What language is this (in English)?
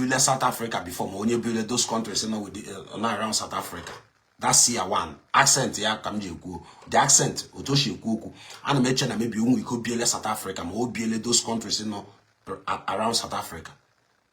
Igbo